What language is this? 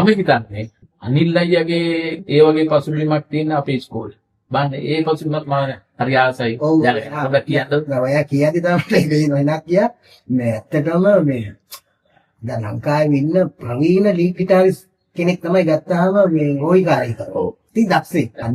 Sinhala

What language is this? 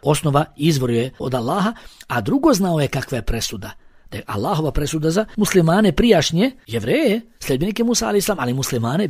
Bosnian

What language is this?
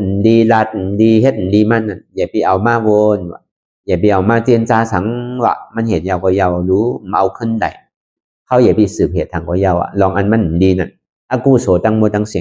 Shan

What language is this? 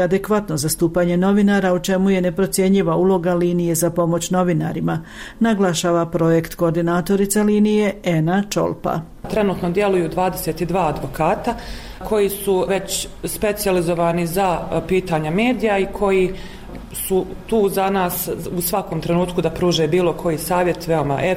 Bosnian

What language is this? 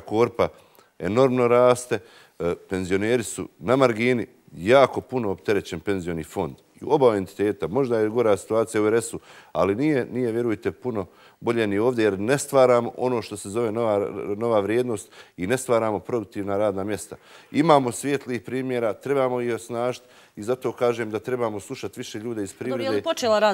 Bosnian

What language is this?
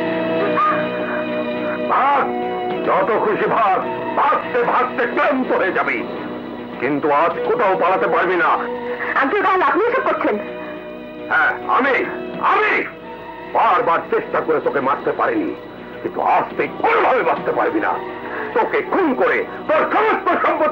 Bangla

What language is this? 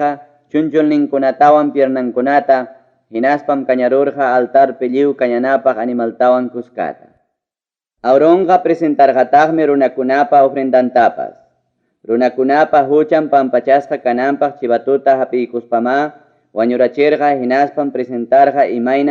Ayacucho Quechua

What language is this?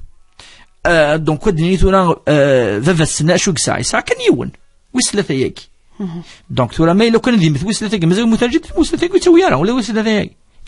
Kabyle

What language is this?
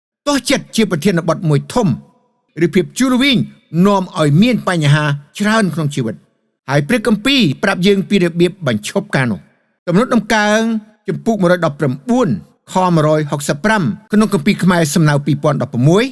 Khmer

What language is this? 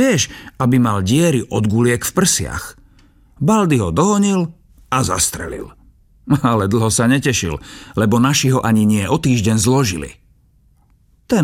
Slovak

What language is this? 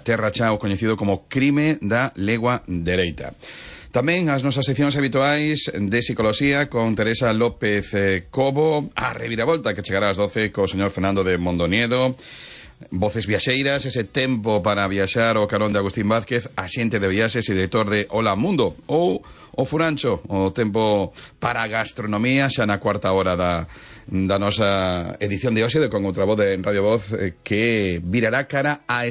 Galician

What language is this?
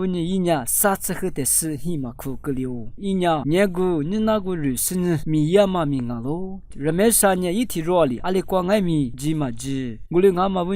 Lisu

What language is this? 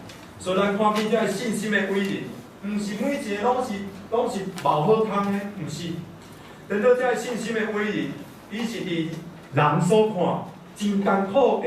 Min Nan Chinese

